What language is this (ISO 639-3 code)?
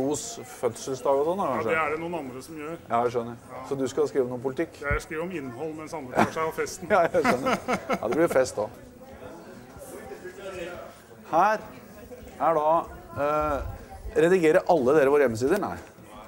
nor